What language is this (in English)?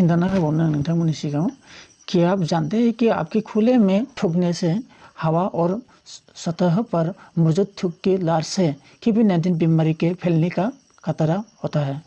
Bodo